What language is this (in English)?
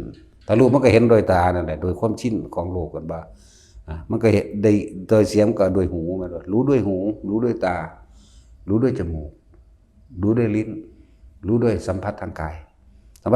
Northeastern Thai